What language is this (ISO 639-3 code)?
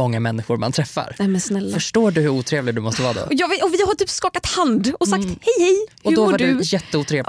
swe